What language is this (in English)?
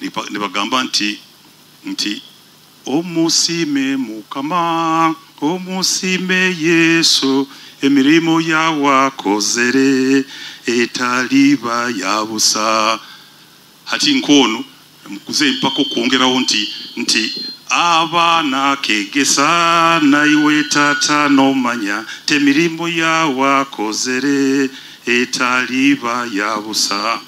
Nyoro